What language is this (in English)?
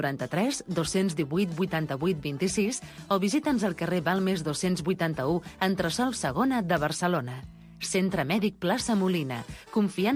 Catalan